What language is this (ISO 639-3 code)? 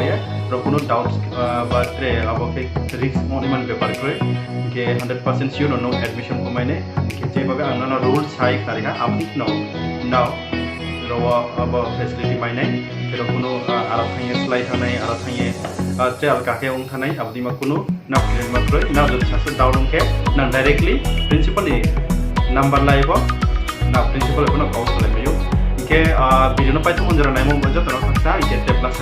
ria